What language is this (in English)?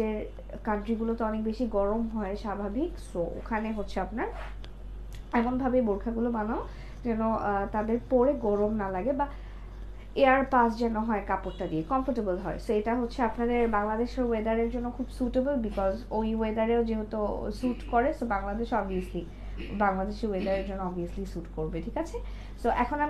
Bangla